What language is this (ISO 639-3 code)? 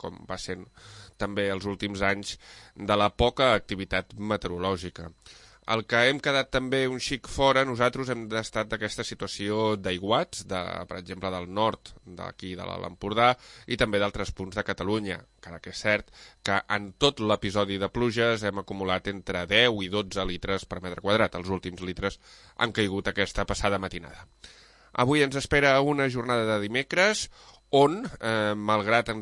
cat